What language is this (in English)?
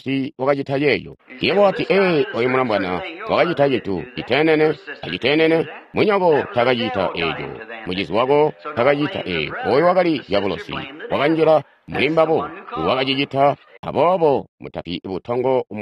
Tonga (Zambia)